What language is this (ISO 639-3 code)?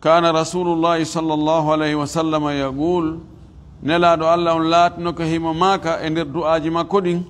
ful